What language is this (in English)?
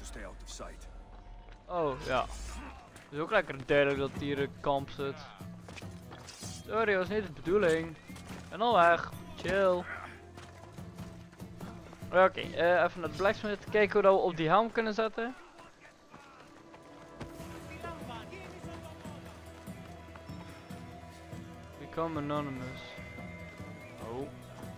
Dutch